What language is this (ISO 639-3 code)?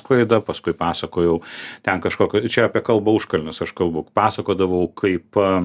lit